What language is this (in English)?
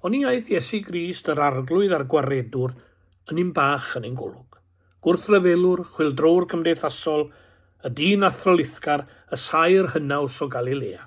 Welsh